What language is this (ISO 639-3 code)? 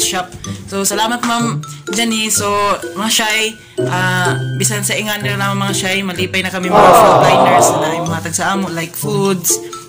ceb